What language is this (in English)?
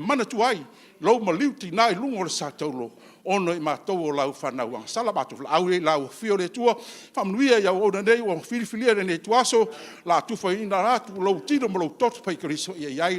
Samoan